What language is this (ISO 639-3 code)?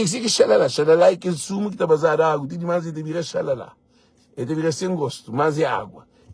kea